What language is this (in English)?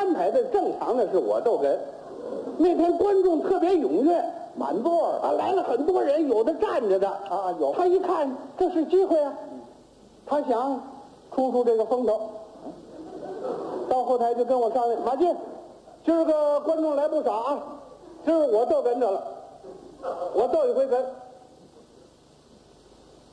Chinese